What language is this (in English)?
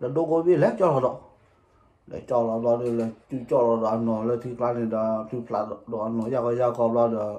S'gaw Karen